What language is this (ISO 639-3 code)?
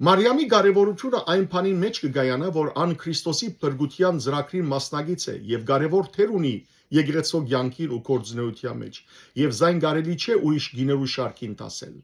hyw